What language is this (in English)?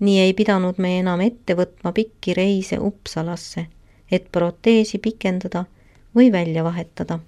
Estonian